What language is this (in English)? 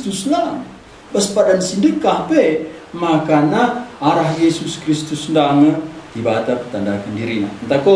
Batak Karo